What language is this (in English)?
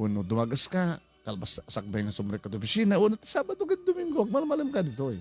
Iloko